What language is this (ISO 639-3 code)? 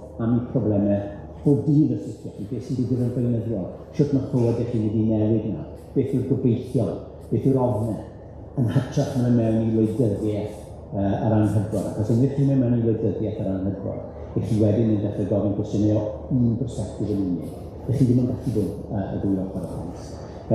cym